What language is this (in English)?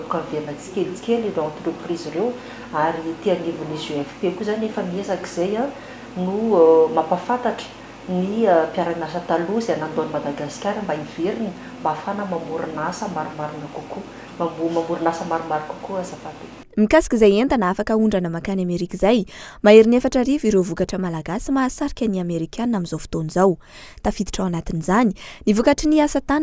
Malagasy